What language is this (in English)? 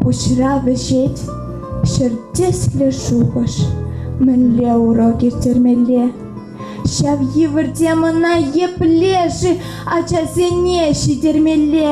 Chuvash